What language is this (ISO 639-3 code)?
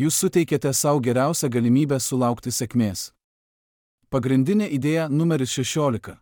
lit